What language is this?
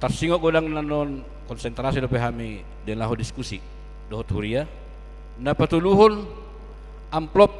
Batak Toba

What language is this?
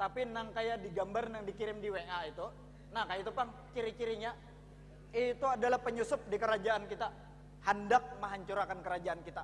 Banjar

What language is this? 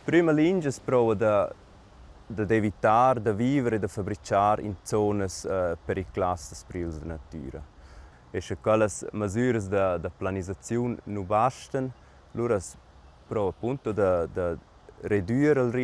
Romansh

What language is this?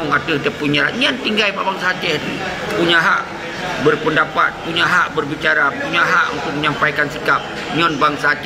Achinese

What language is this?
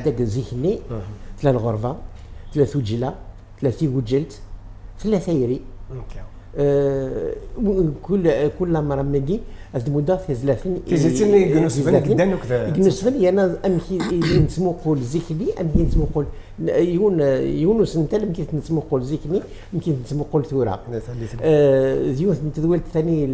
Kabyle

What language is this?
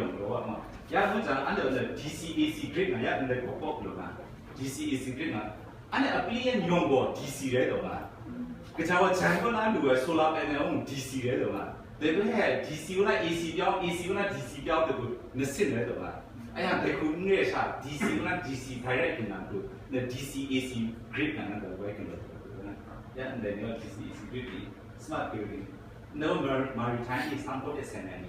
Kachin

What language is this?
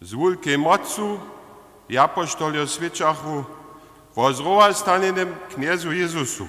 Upper Sorbian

